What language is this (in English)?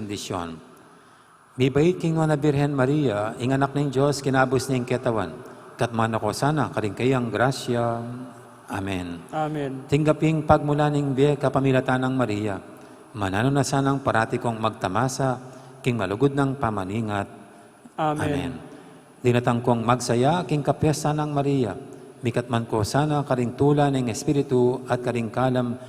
Pampanga